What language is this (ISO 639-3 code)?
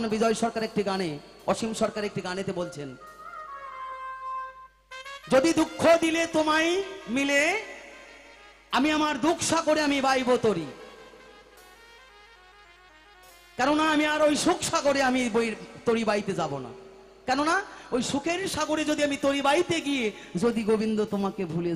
ben